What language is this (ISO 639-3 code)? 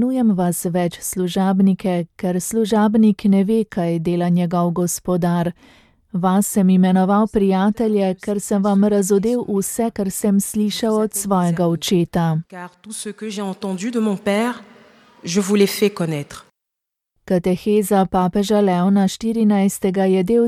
slv